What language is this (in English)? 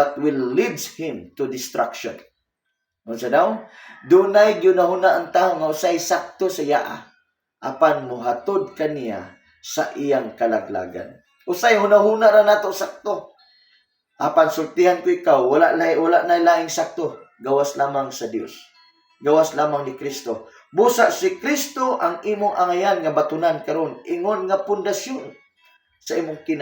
Cebuano